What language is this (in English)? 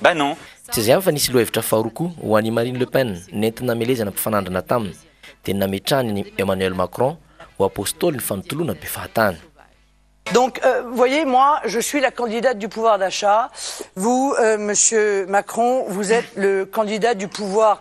Malagasy